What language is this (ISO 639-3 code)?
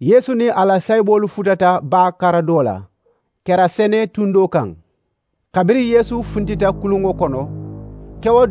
man